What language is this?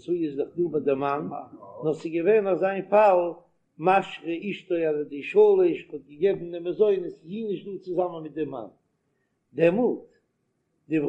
Yiddish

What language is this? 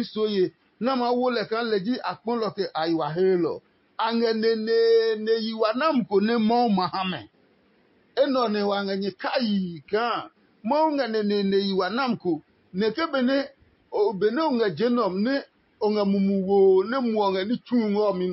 Adangme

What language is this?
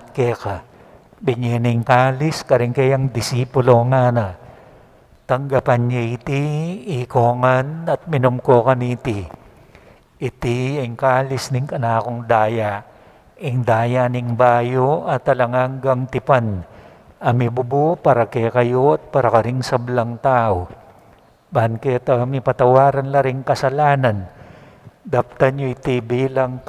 Pampanga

